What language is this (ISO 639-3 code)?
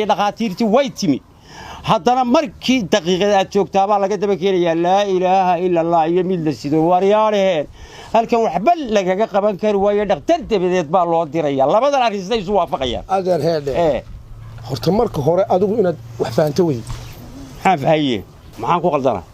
som